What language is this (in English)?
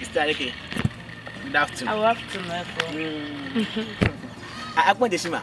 Ewe